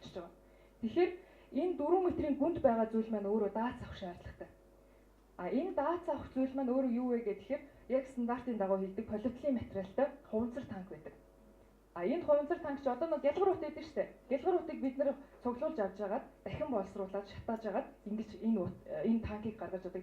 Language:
Mongolian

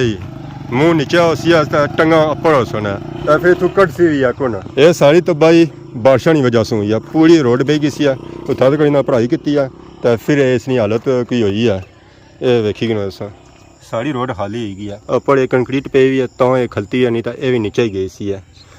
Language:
Pahari-Potwari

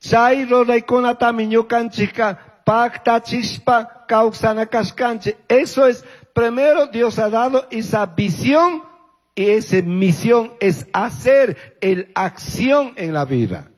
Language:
Chimborazo Highland Quichua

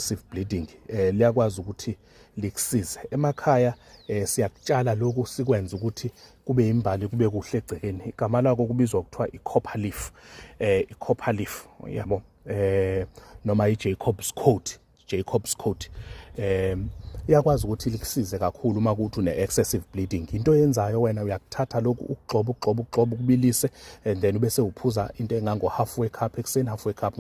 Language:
Zulu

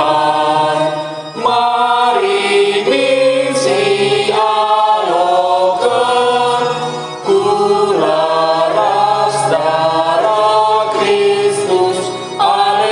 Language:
Batak Karo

